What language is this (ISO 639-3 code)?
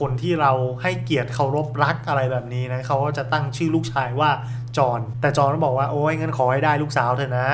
tha